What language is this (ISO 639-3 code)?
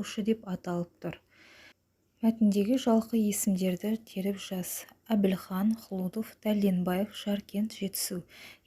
kaz